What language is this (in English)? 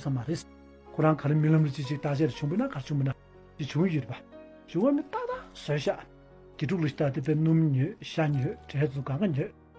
Tibetan